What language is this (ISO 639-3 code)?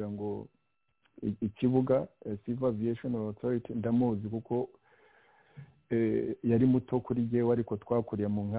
kin